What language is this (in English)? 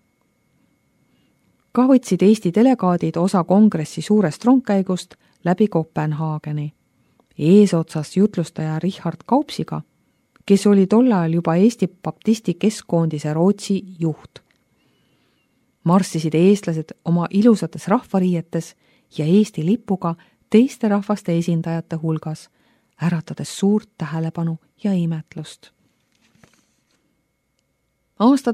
Estonian